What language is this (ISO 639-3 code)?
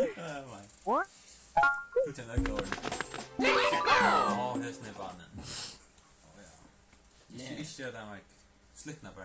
fao